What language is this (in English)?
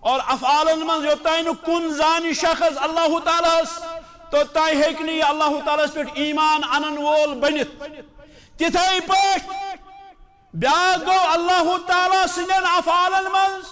Kashmiri